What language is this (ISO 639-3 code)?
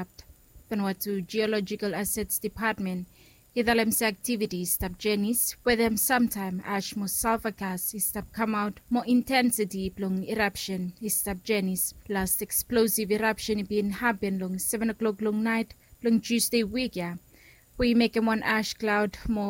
bis